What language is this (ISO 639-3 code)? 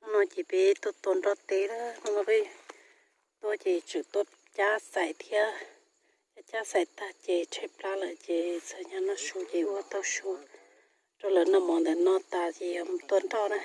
hmn